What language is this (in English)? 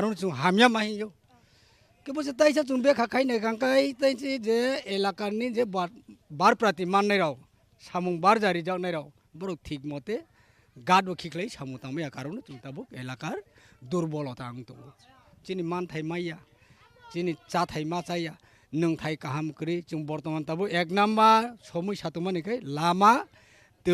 Kok Borok